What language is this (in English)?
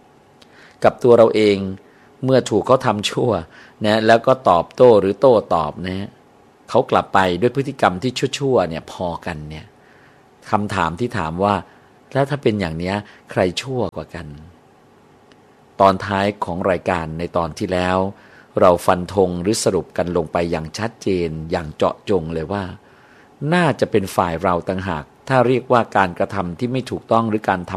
Thai